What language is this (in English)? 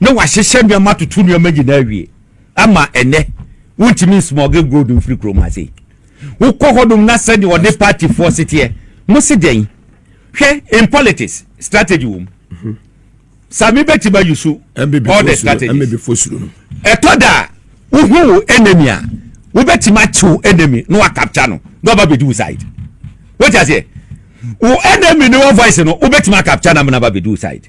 Akan